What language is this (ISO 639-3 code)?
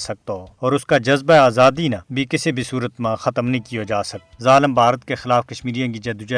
gju